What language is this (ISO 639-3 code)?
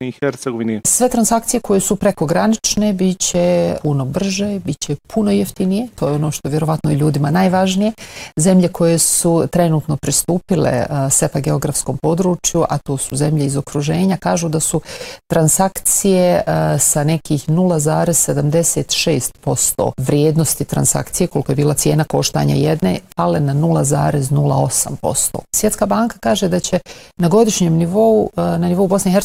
bos